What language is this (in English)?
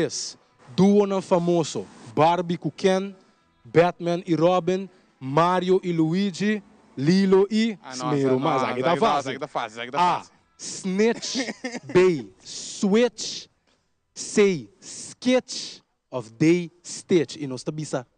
Papiamento